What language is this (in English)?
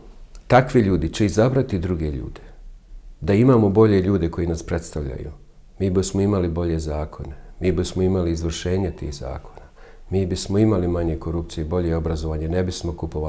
Bosnian